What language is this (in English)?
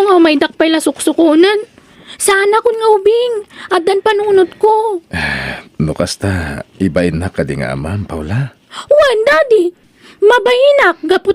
Iloko